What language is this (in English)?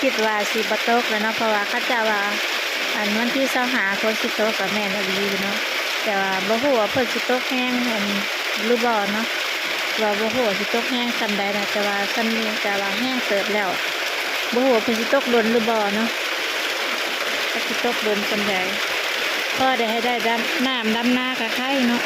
Lao